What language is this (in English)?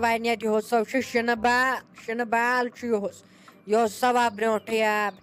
Kashmiri